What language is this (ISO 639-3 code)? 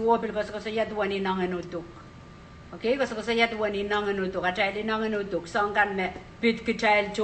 pon